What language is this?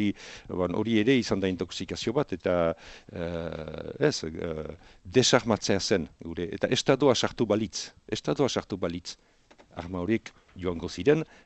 Basque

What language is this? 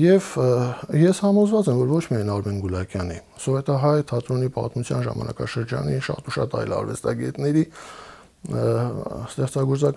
Armenian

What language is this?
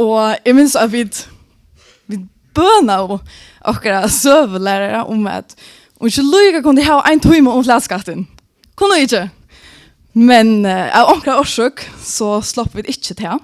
Faroese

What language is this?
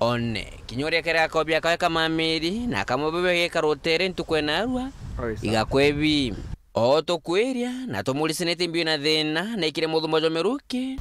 Meru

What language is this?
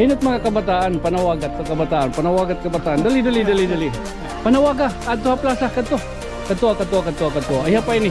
Waray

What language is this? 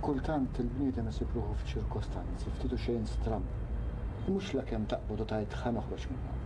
Maltese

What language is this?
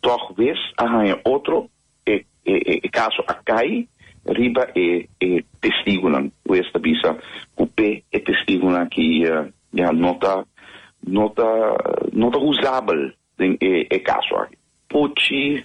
Papiamento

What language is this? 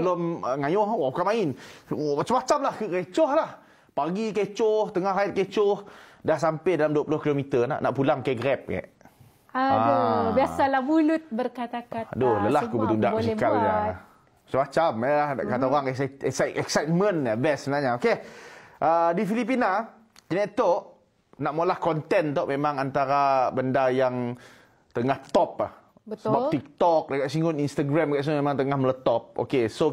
Malay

